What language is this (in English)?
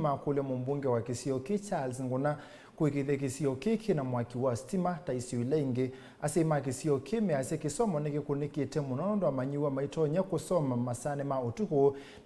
Kamba